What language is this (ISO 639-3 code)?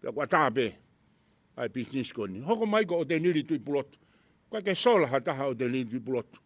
ton